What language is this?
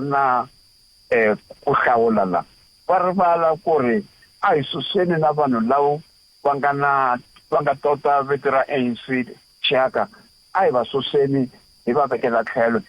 Tsonga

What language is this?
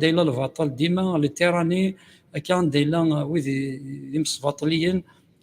Kabyle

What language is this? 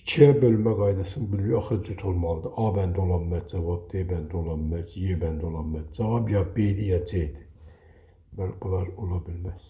Azerbaijani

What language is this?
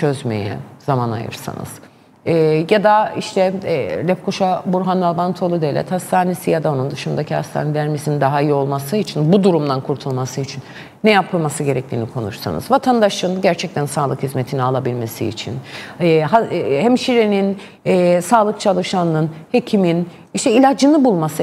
Turkish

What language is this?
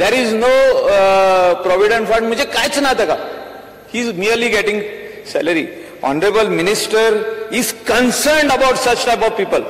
Konkani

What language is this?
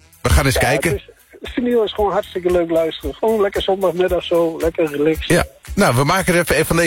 Dutch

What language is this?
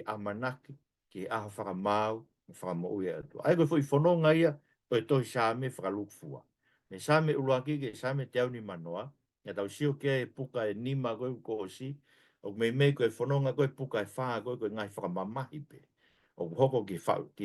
Tongan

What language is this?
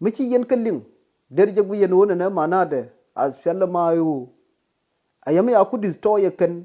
Nuer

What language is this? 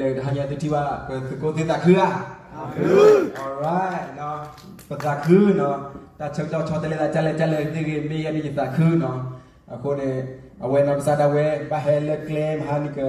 S'gaw Karen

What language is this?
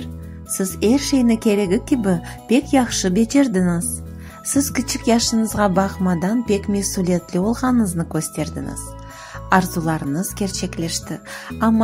Crimean Tatar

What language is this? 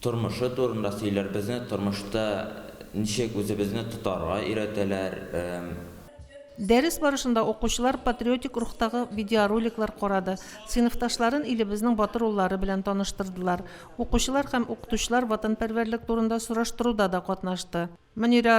Tatar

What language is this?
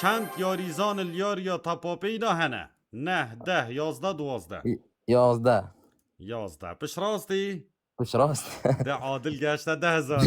Kurdish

